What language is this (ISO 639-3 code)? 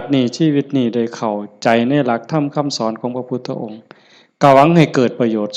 tts